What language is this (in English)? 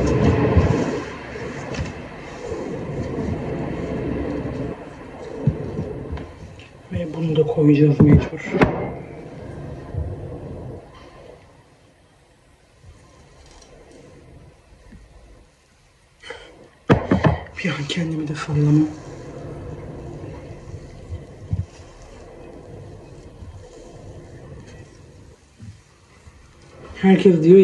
Turkish